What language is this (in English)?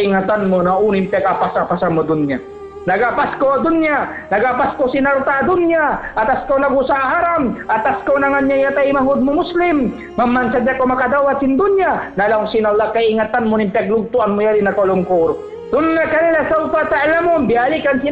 Tausug